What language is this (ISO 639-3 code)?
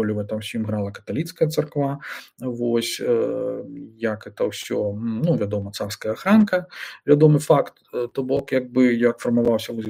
bel